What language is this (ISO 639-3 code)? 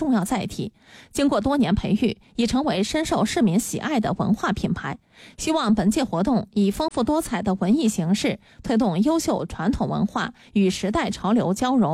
zho